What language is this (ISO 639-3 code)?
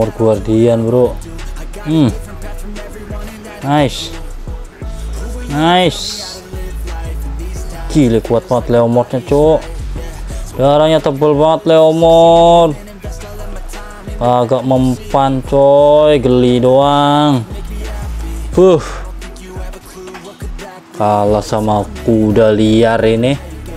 ind